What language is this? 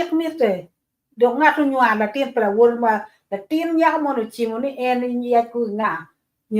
Acoli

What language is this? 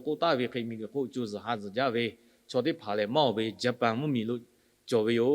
Lahu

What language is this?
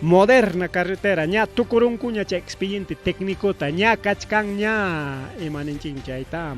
Ayacucho Quechua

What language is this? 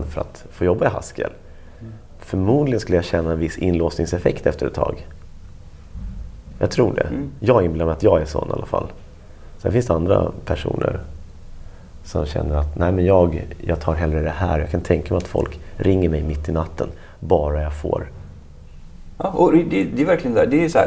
Swedish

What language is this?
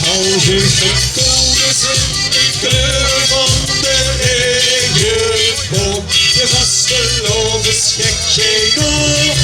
Limburgish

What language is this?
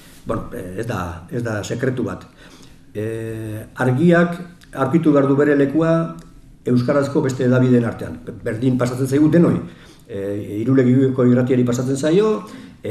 Basque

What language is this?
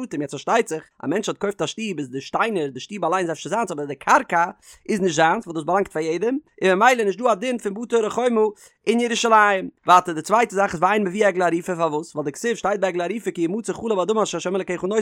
Yiddish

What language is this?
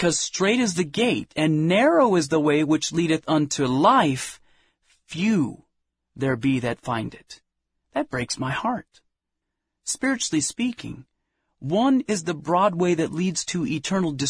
English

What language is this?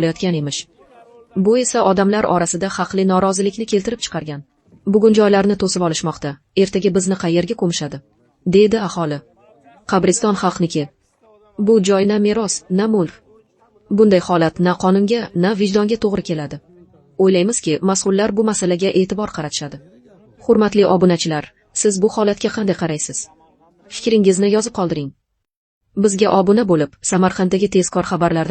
Uzbek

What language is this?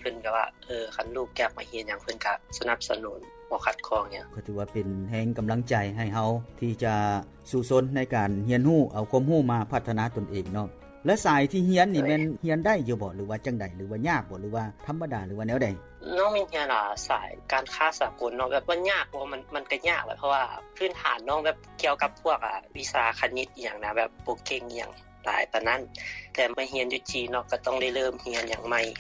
Lao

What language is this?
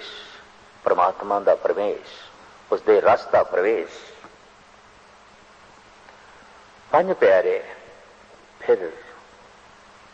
Punjabi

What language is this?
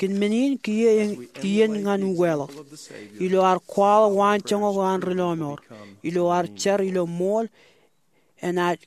Marshallese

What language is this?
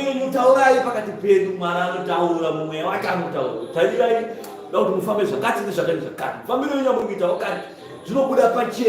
Shona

